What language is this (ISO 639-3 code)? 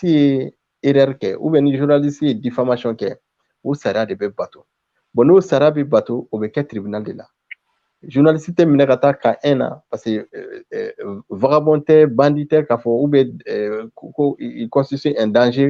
bam